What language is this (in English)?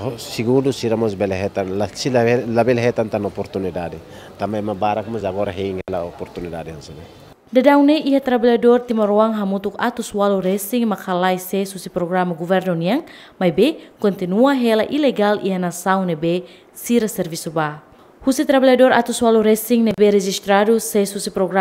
Tetum